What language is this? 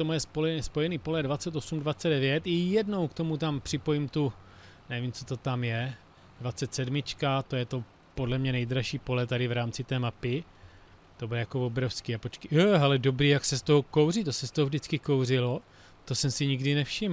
Czech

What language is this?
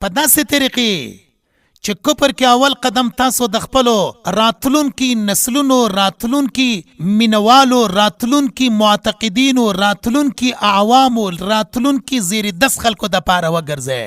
Pashto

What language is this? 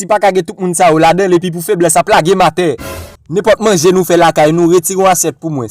Haitian Creole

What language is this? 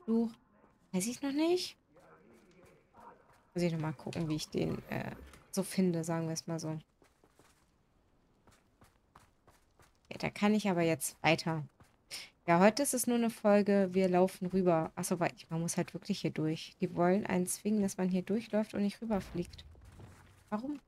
German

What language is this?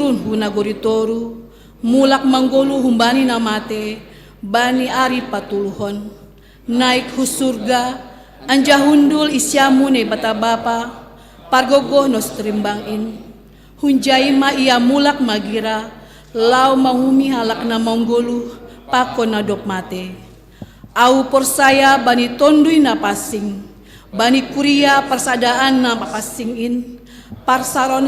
Batak Simalungun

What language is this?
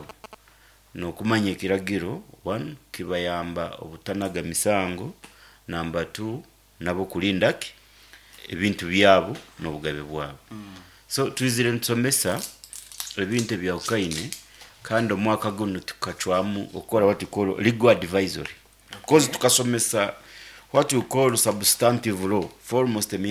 Nyankole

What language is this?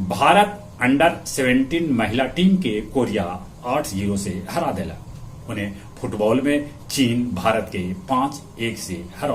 Magahi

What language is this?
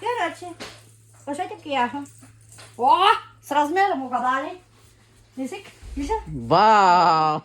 Bashkir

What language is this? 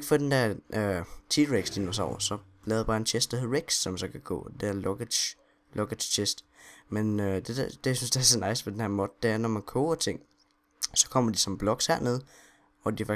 Danish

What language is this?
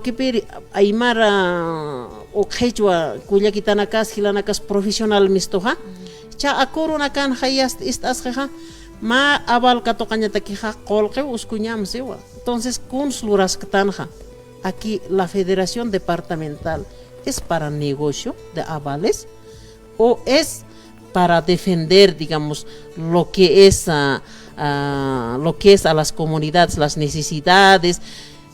Aymara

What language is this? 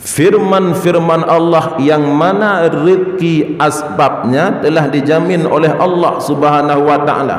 Achinese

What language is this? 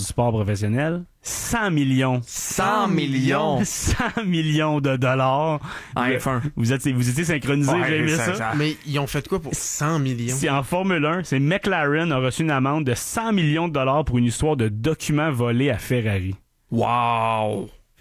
French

